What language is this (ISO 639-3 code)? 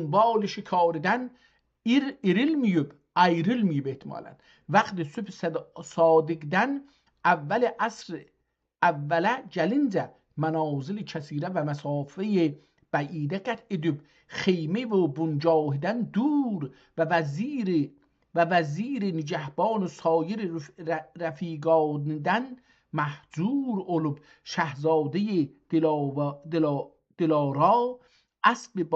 azb